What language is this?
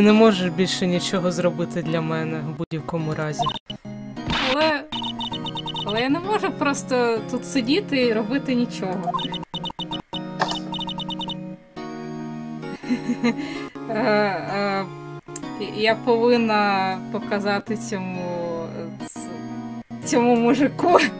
Ukrainian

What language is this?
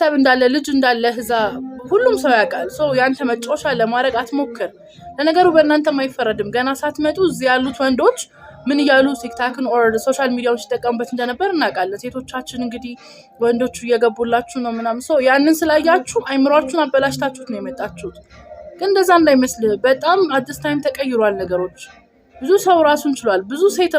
Amharic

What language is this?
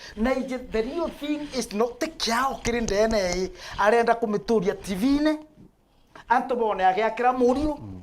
Meru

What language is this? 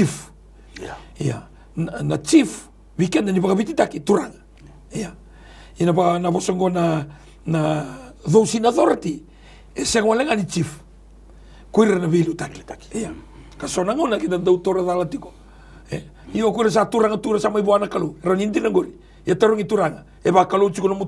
Fijian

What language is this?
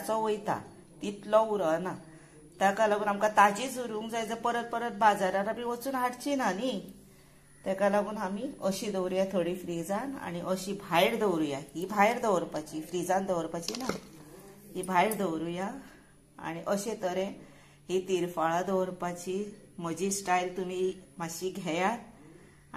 Konkani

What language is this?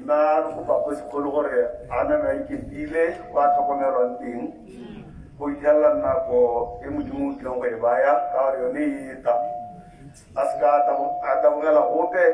Tswana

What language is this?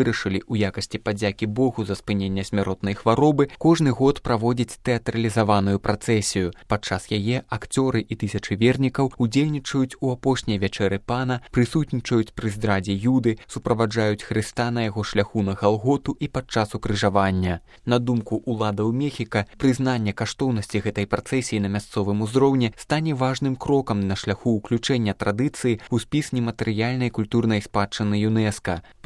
Belarusian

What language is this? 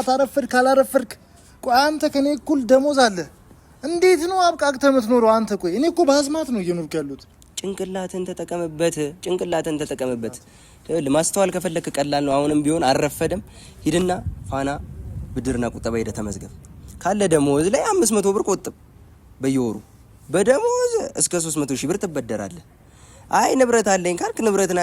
Amharic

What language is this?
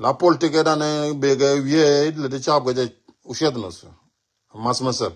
Nuer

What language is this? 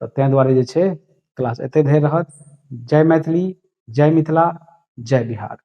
Maithili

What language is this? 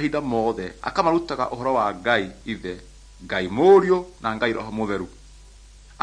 Kikuyu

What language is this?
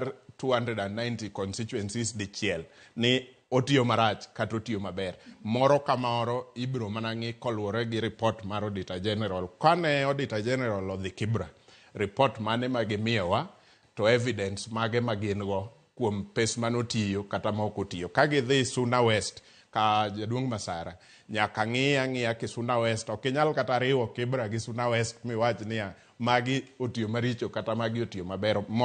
Luo (Kenya and Tanzania)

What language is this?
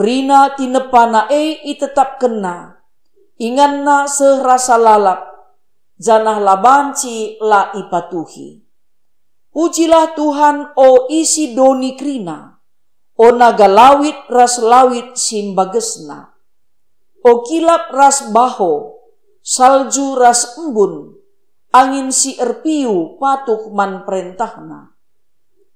Batak Karo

